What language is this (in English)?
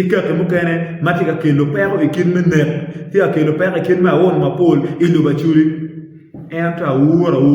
Acoli